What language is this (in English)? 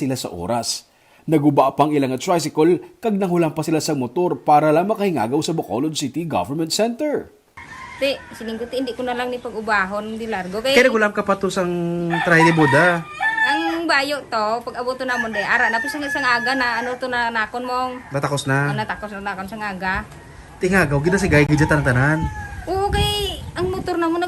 Hiligaynon